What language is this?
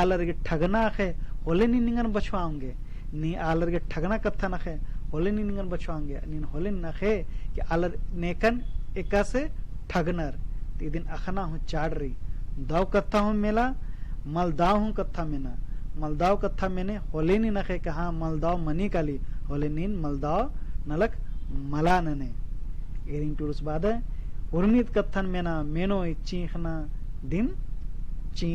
Kurukh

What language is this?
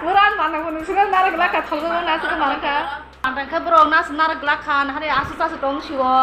Kok Borok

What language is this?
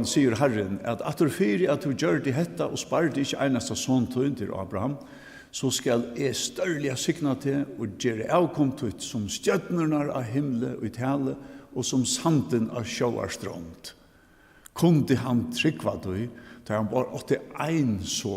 Faroese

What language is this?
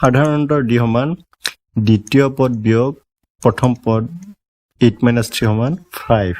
Assamese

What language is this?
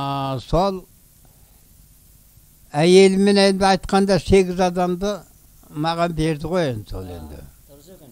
Kazakh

